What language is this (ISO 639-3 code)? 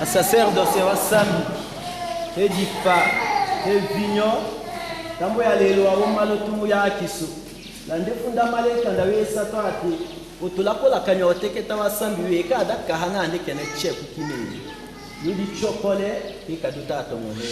tll